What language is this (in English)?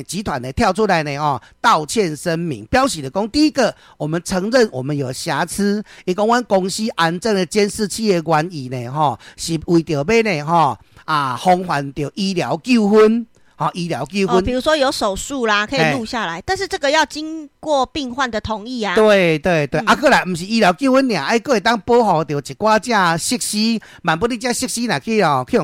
Min Nan Chinese